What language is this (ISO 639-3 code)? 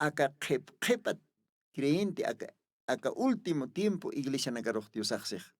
aym